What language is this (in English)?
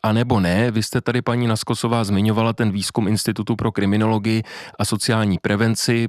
Czech